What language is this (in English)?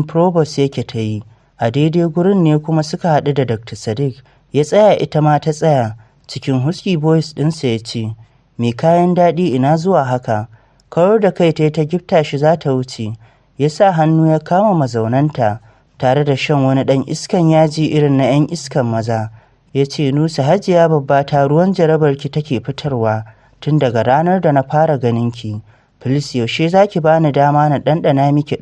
Hausa